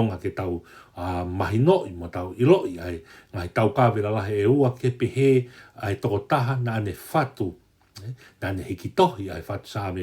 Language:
Tongan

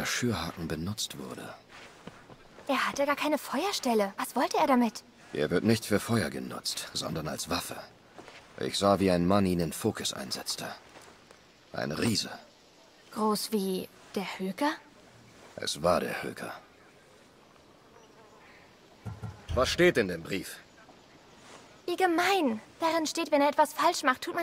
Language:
German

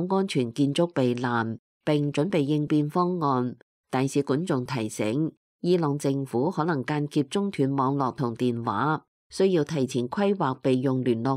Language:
Cantonese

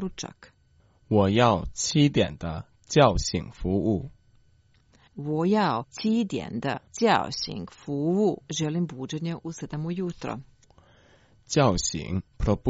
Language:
Croatian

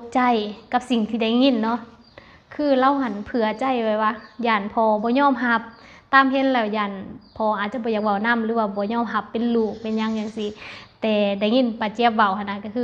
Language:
Lao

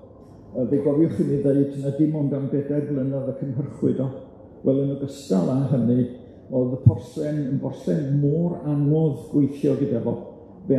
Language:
Welsh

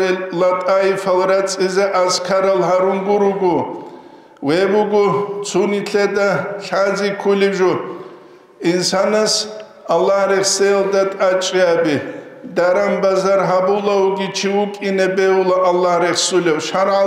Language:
Avaric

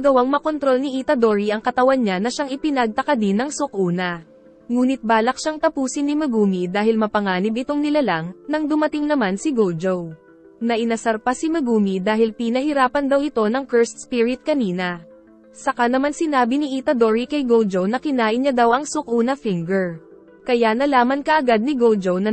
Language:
Filipino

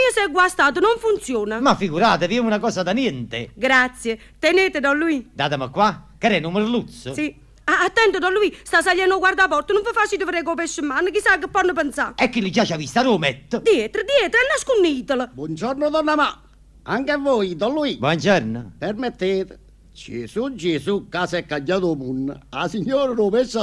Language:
Neapolitan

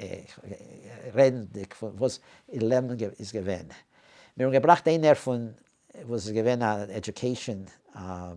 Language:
Yiddish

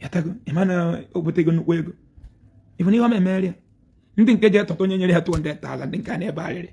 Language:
Igbo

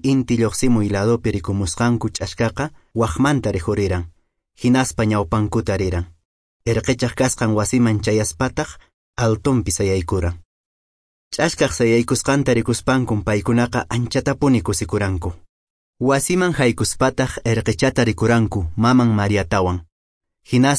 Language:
Quechua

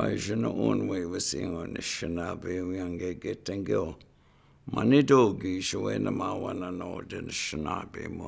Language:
Chippewa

